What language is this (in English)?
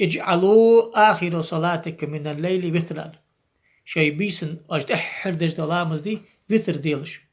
Ingush